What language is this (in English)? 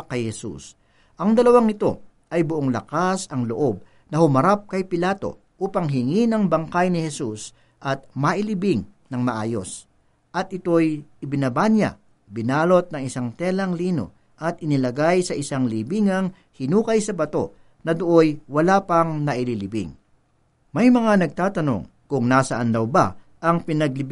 Filipino